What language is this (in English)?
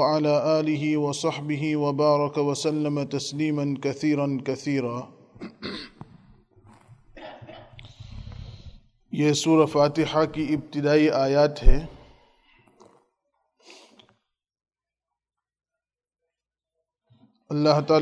Urdu